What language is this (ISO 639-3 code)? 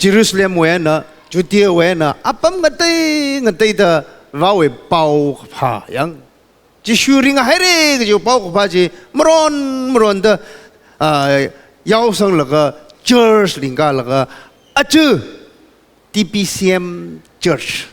nmf